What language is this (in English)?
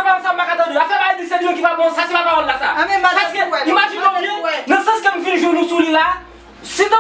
Haitian Creole